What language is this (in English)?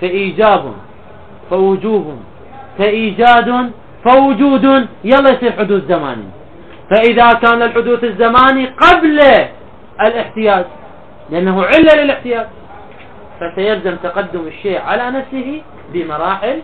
Mesopotamian Arabic